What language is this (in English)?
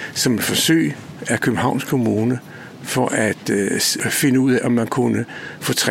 Danish